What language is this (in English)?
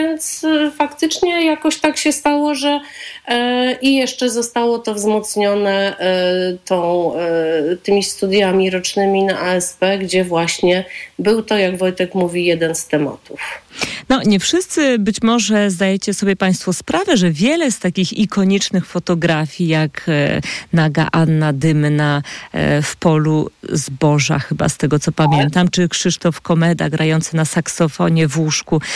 Polish